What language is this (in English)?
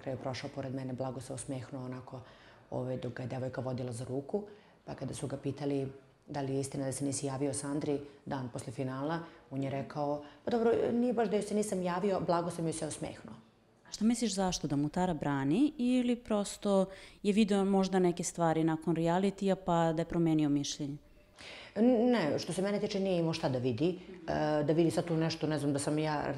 Serbian